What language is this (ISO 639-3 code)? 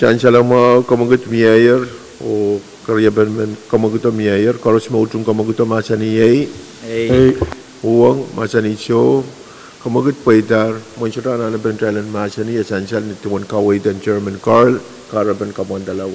pon